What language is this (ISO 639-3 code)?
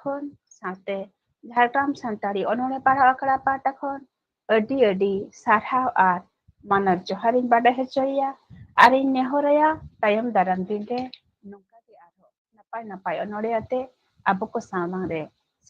sat